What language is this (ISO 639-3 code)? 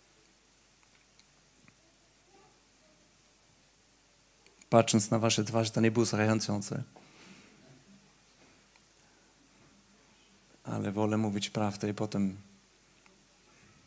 pol